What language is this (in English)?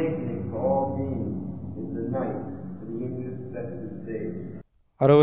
Tamil